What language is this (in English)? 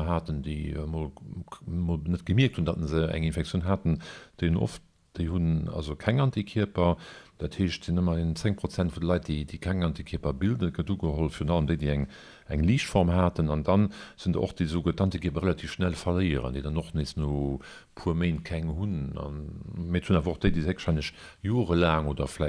Luxembourgish